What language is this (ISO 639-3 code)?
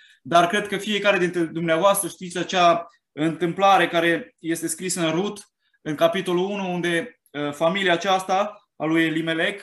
ron